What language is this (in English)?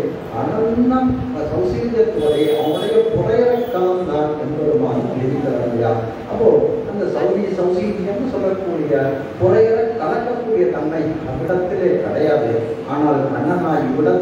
Tamil